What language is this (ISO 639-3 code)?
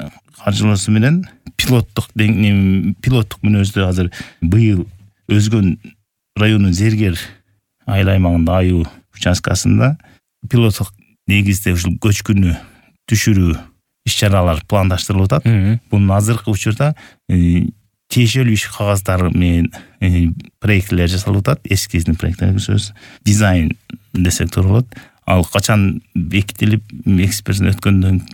kir